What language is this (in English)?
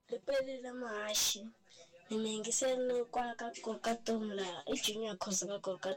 Tsonga